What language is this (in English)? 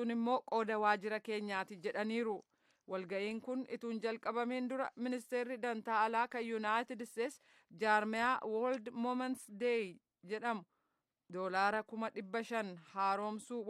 Oromo